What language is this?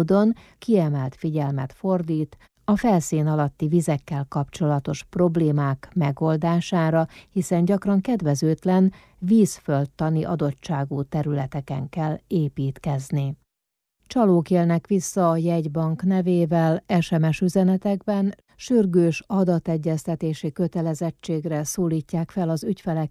Hungarian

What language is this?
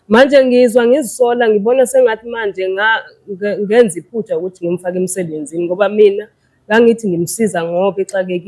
Zulu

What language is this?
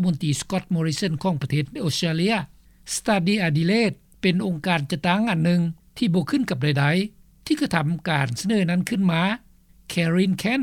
Lao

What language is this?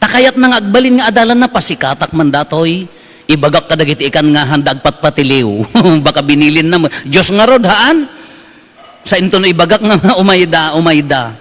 Iloko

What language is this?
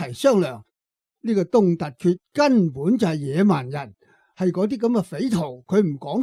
Cantonese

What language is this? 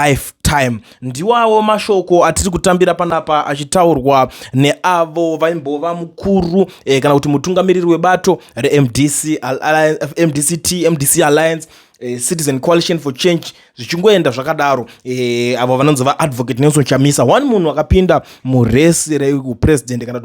Shona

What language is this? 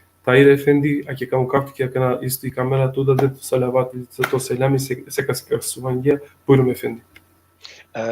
Balkan Romani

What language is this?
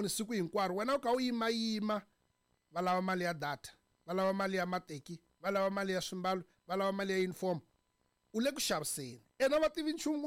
Tsonga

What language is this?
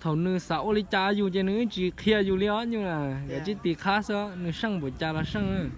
Hmong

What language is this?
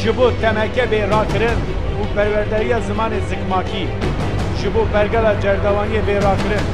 Kurdish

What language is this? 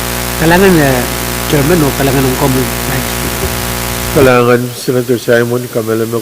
Pohnpeian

